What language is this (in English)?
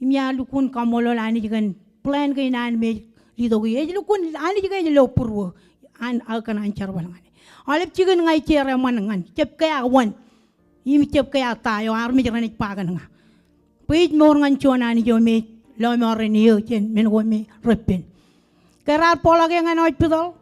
Marshallese